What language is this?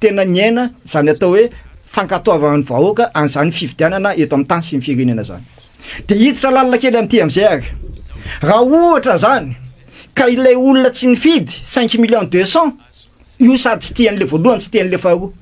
Malagasy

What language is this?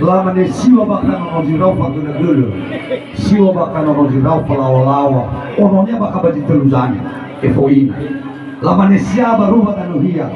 Nias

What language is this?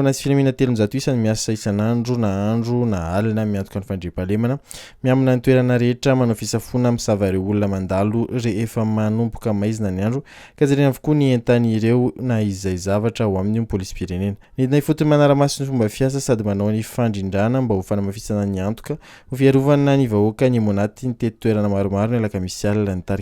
Malagasy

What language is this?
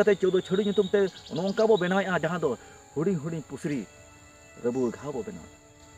Santali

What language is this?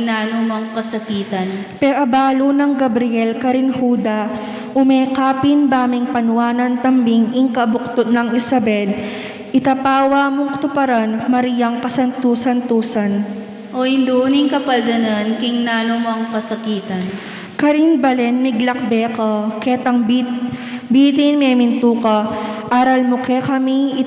Pampanga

